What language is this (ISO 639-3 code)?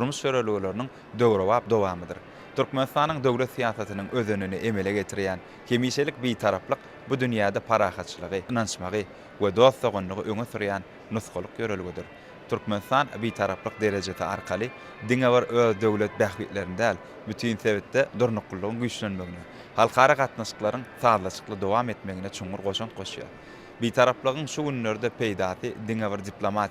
tuk